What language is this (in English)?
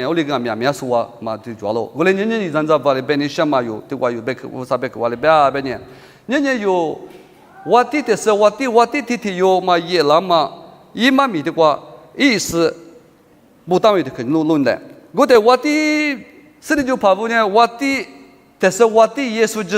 Lisu